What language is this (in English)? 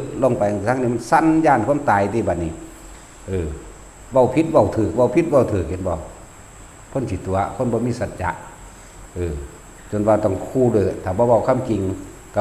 Northeastern Thai